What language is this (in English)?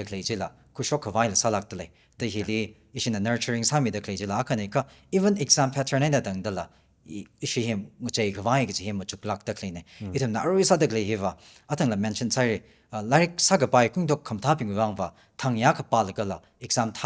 Tangkhul Naga (India)